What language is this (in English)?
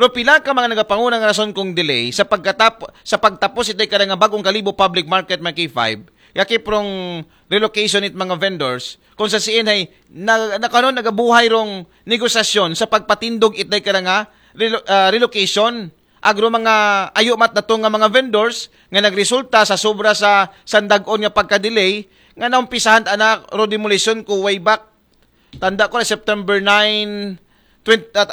Aklanon